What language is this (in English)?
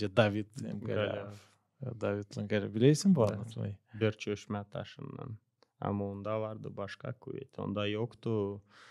Gagauz